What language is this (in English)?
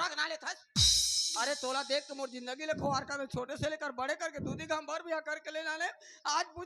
Chhattisgarhi